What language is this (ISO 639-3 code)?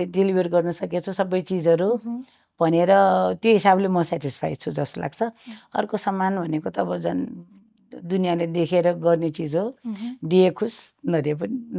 nep